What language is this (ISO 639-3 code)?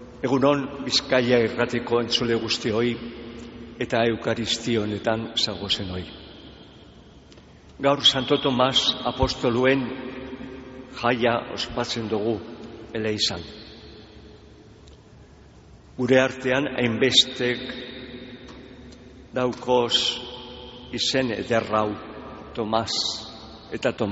eus